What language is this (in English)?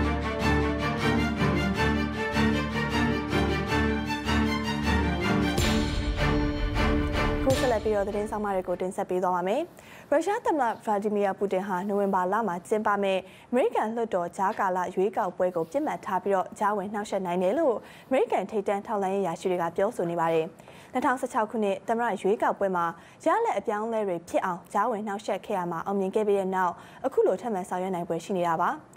Burmese